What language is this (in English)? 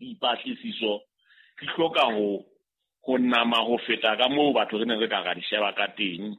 Southern Sotho